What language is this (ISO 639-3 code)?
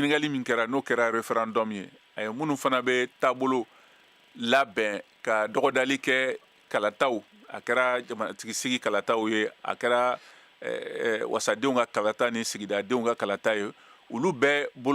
bam